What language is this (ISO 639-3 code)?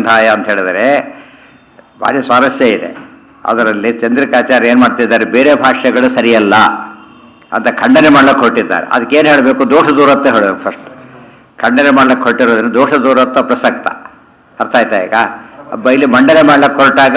kan